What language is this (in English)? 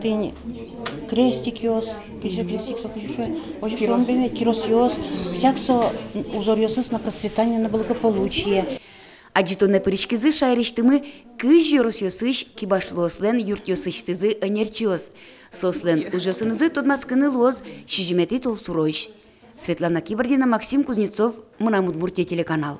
Udmurt